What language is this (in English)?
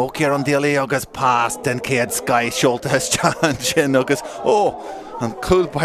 Irish